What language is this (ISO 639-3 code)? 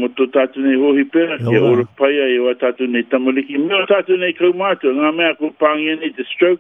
mri